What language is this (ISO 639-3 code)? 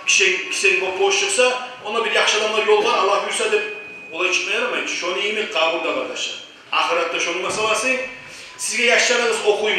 kum